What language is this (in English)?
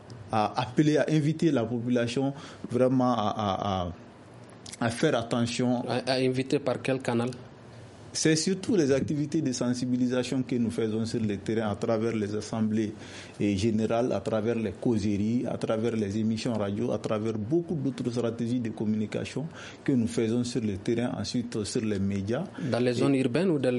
French